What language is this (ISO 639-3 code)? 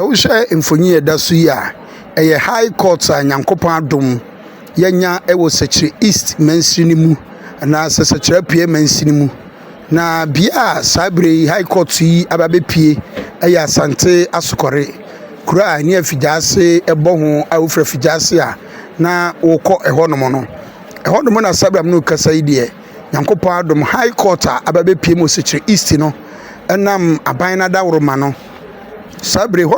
aka